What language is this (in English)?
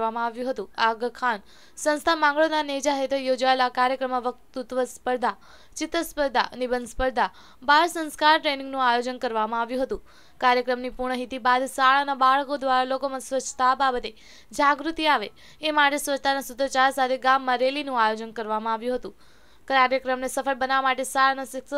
Gujarati